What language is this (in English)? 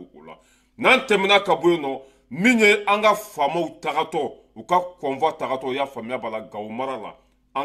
Bambara